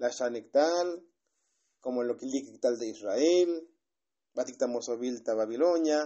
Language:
Tzotzil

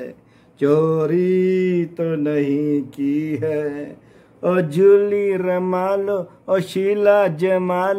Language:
Dogri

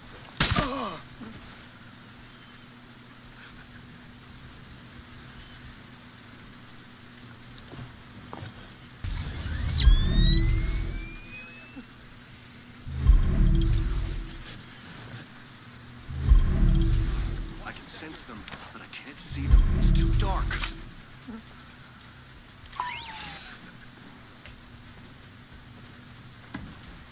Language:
English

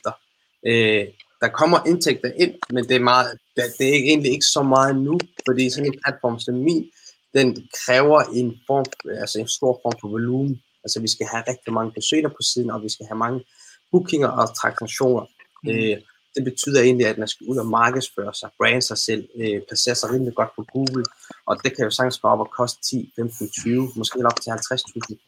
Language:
Danish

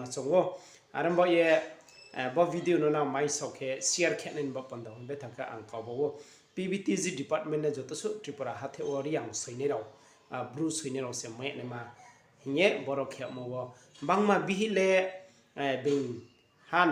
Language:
Riang (India)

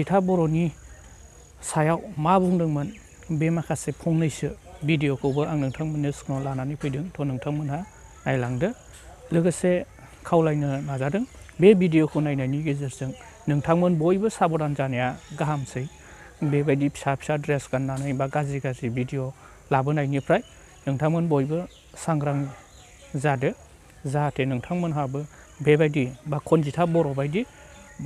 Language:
Bodo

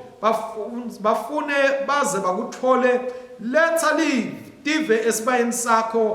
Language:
Swati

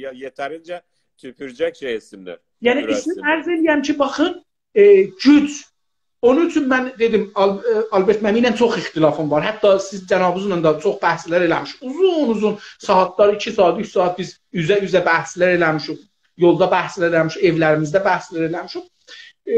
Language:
South Azerbaijani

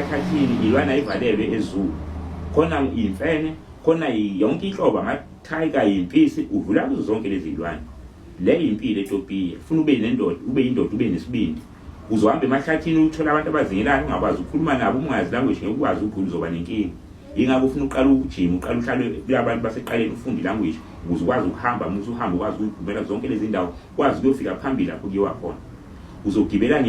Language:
Zulu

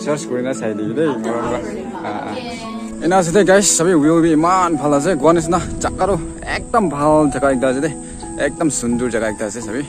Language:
Naga Pidgin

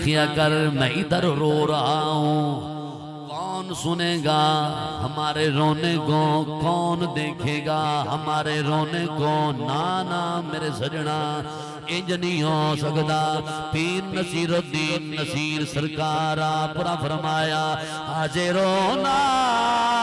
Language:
Saraiki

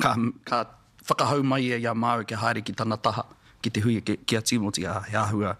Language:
Māori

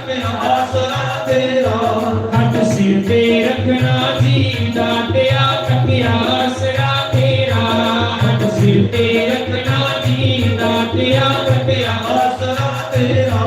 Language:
Dogri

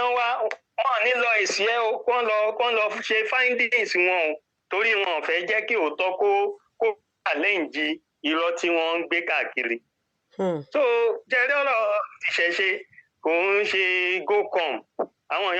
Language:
Yoruba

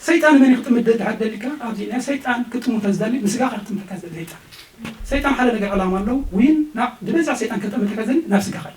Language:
Tigrinya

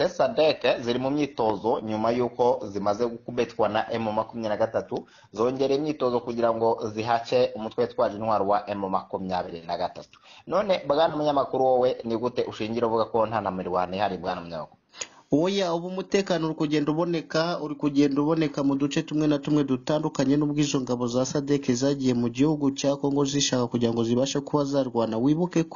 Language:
Kinyarwanda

